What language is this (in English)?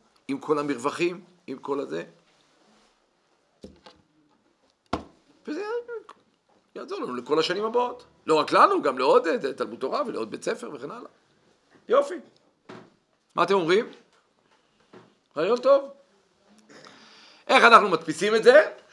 Hebrew